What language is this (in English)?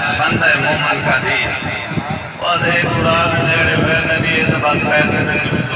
Saraiki